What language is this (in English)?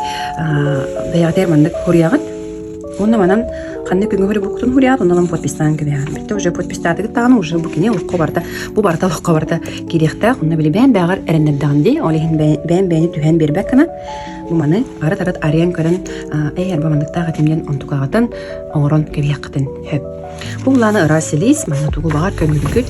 Yakut